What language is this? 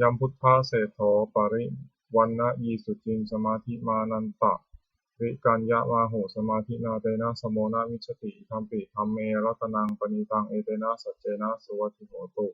Pali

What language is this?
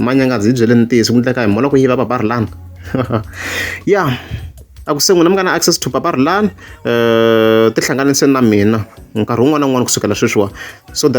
Tsonga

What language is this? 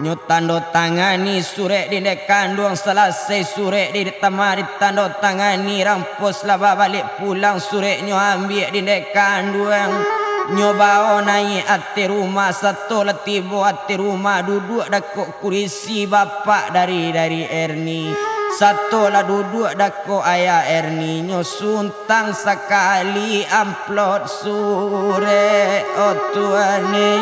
Minangkabau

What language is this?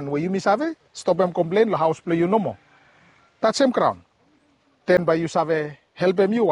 Bislama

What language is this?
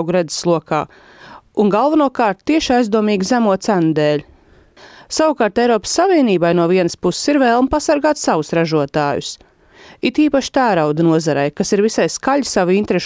Latvian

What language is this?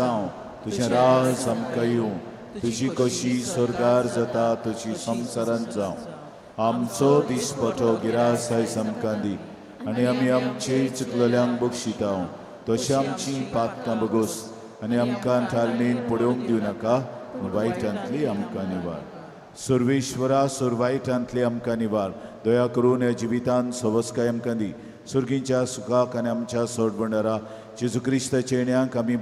Konkani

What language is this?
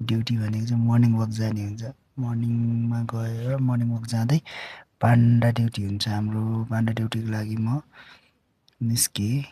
Nepali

